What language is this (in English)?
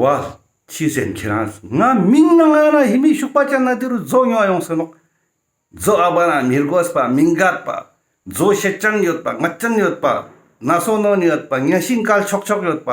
Ladakhi